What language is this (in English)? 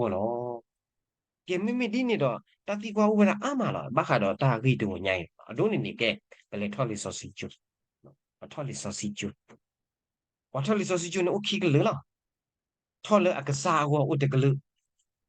S'gaw Karen